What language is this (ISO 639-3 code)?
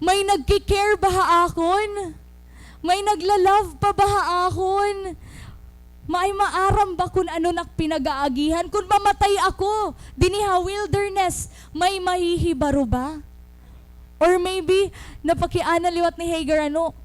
war